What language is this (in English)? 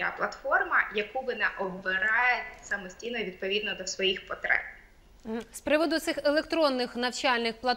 Ukrainian